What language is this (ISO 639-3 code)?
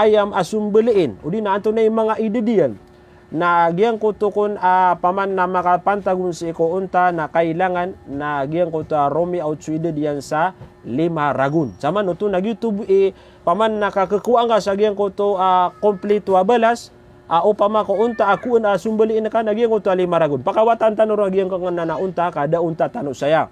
mrw